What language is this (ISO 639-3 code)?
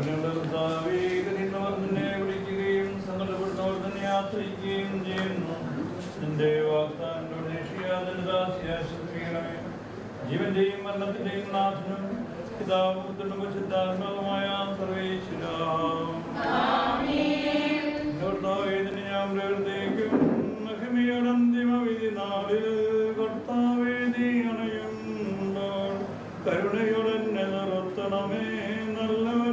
mal